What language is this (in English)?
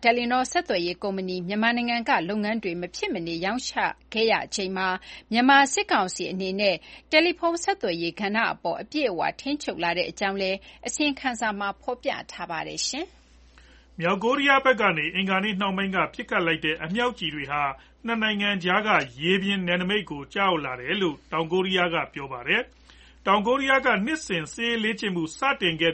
Burmese